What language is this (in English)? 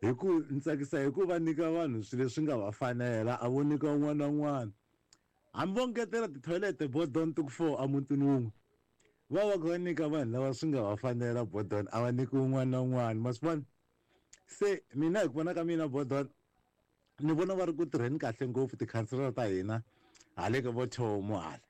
Tsonga